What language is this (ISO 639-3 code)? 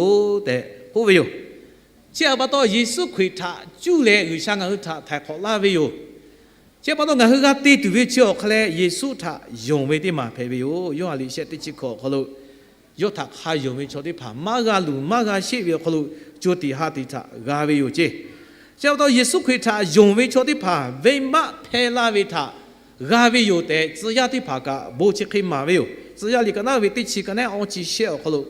lhu